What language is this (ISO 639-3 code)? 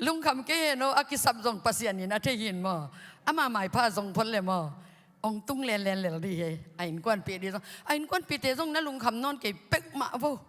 ctd